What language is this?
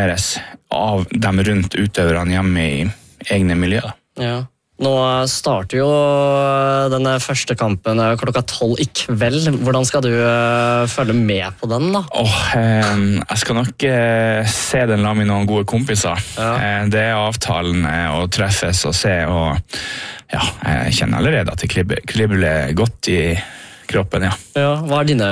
Norwegian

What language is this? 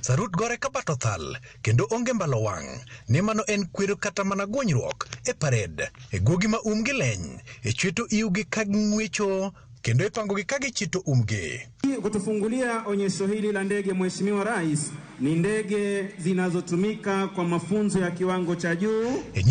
Luo (Kenya and Tanzania)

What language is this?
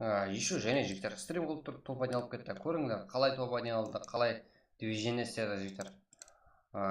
Kara-Kalpak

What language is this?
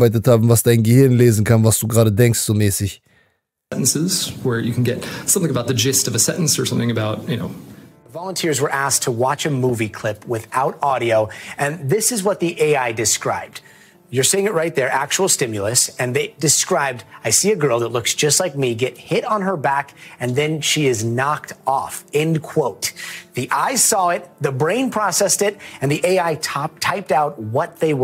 German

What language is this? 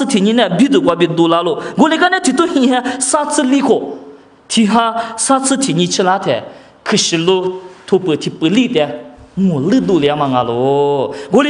Lisu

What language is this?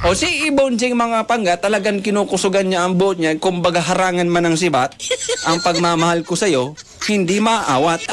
Bikol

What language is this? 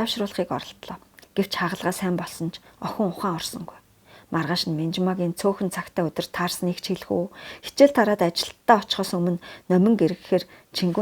Mongolian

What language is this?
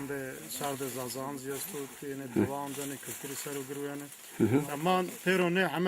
Zaza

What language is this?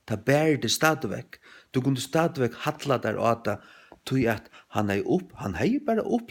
Faroese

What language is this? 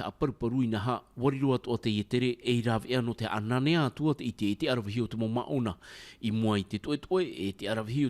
Tahitian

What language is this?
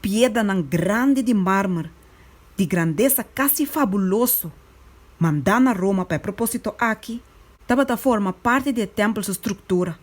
Papiamento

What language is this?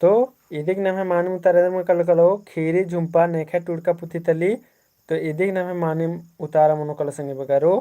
Kurukh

